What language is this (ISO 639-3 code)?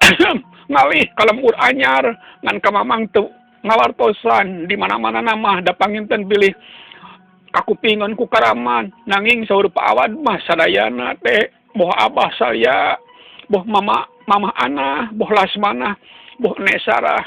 sun